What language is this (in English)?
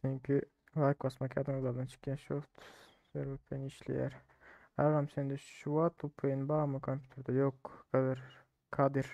Turkmen